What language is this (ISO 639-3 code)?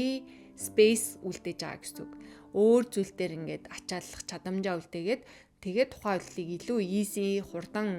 mon